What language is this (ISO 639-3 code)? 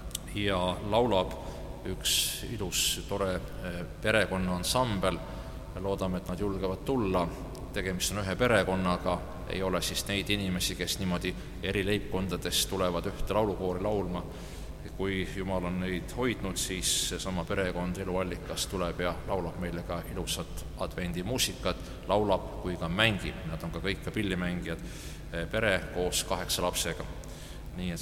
est